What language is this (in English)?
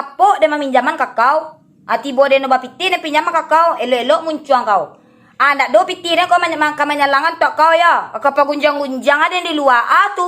Minangkabau